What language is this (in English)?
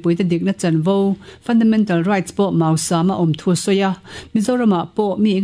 Mizo